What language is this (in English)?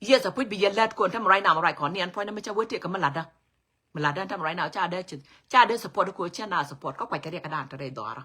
Nuer